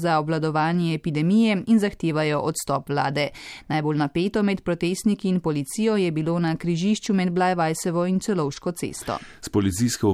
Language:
Slovenian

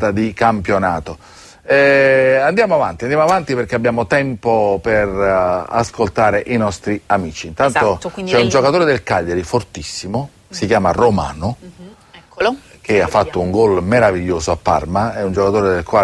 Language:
Italian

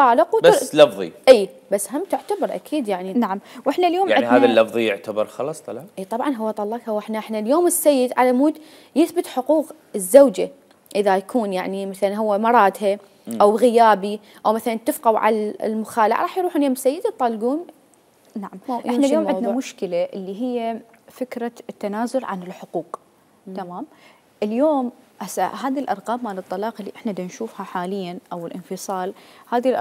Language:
Mesopotamian Arabic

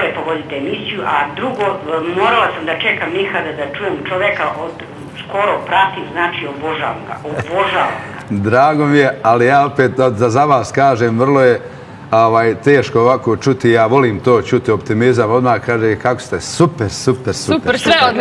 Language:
Bosnian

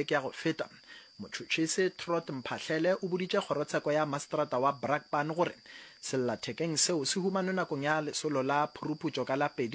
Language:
Northern Sotho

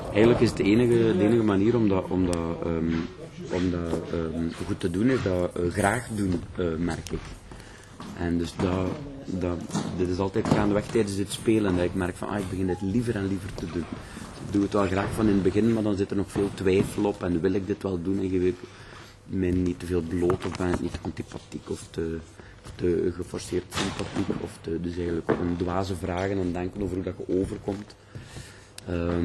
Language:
Dutch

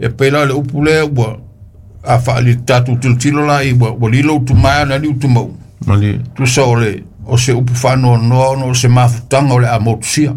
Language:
Samoan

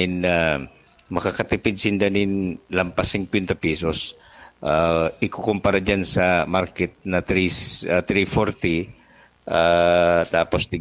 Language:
Bikol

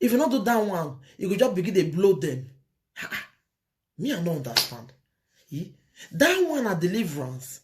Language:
Nigerian Pidgin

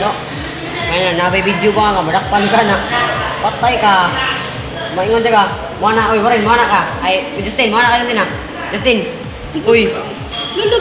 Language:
Cebuano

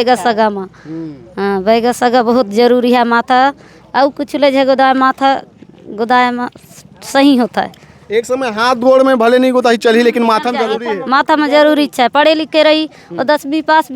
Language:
Chhattisgarhi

